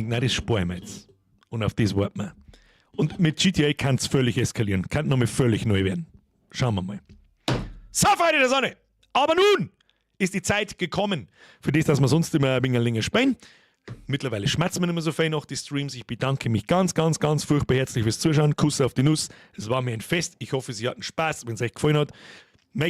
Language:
Bavarian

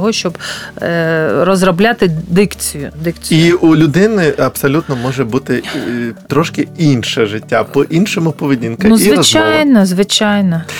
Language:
Ukrainian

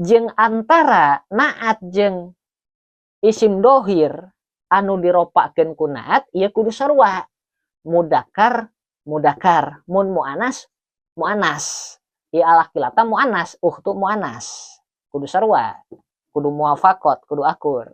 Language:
Sundanese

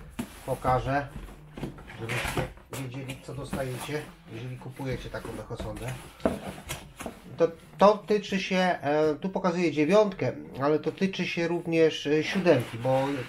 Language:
Polish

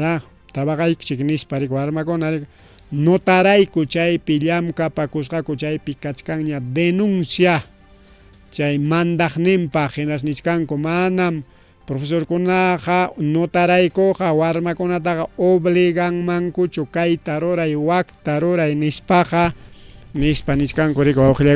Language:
Ayacucho Quechua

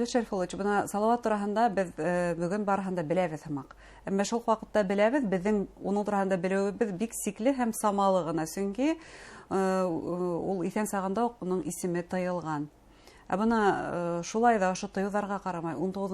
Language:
Bashkir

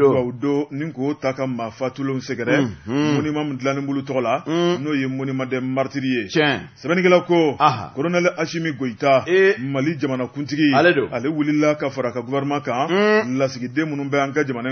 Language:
Bambara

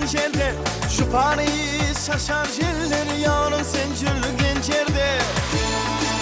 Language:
Kara-Kalpak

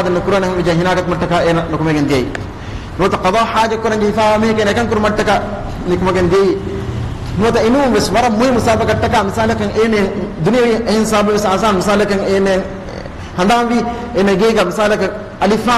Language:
Divehi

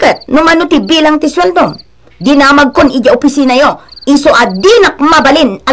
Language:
Iloko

